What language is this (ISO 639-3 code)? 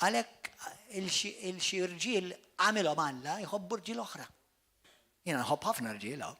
mlt